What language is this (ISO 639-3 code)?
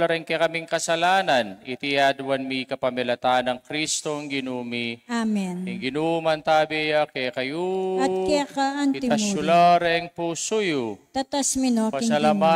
pam